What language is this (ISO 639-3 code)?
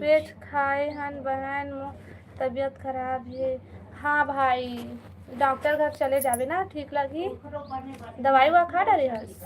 hne